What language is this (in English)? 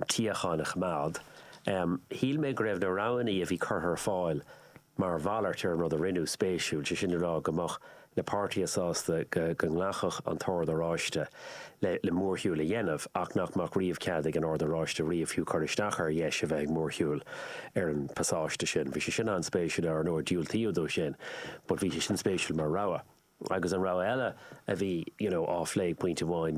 Irish